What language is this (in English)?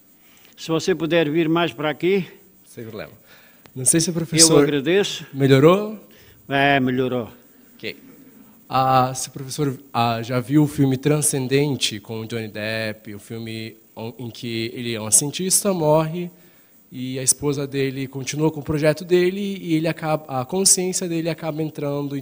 Portuguese